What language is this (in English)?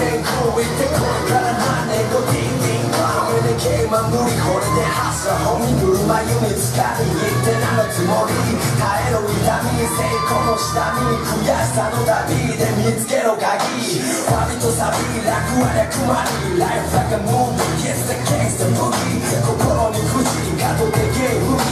Japanese